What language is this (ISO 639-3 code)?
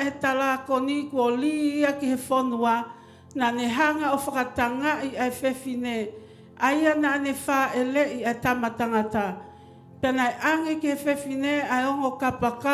ton